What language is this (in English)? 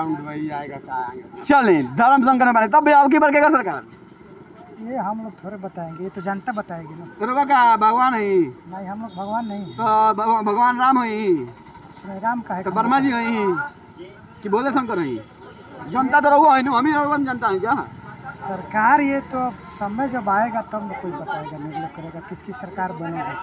Bhojpuri